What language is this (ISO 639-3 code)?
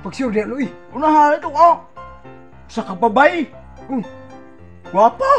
ceb